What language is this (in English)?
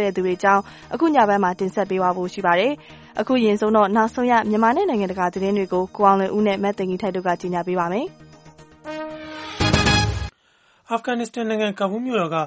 Burmese